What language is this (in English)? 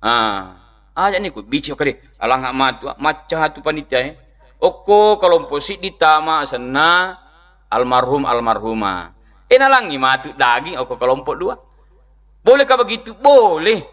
Buginese